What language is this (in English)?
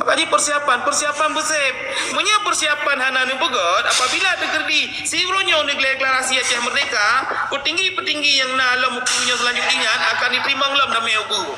Achinese